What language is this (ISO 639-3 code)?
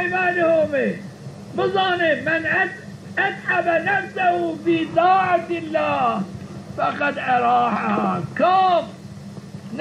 zza